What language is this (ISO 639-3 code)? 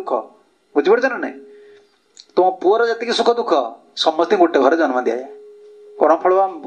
ori